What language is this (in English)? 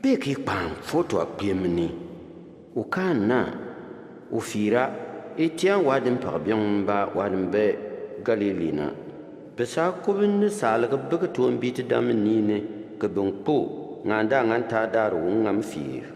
Bimoba